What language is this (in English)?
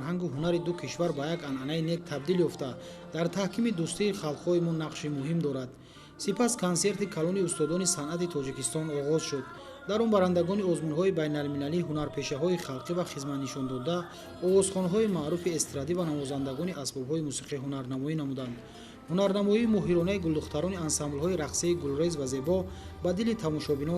Tajik